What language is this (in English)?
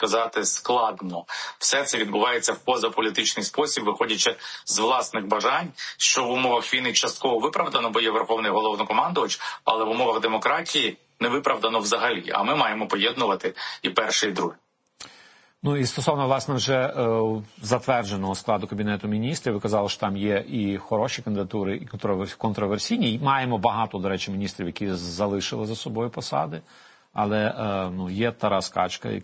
Ukrainian